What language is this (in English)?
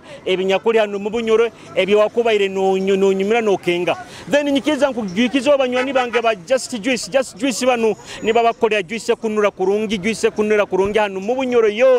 Nyoro